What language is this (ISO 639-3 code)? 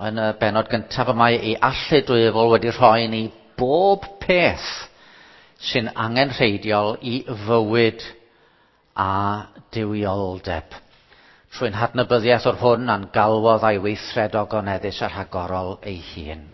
cym